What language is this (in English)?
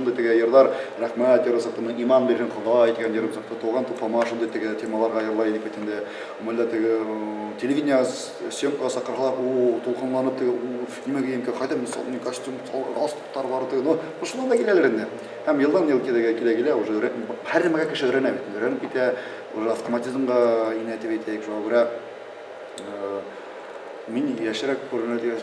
Bashkir